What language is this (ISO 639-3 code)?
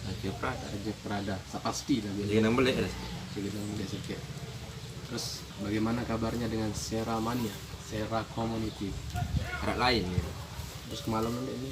sas